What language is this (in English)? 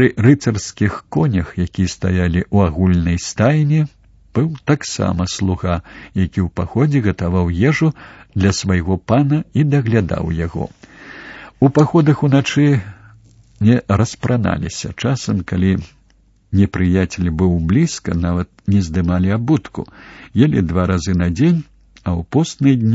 Belarusian